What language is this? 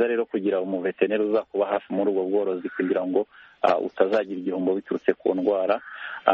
Kinyarwanda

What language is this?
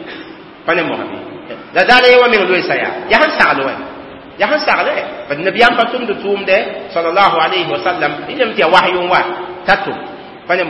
Mossi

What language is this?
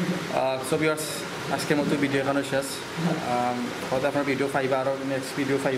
Sylheti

